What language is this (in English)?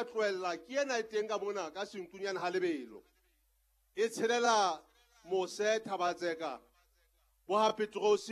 Southern Sotho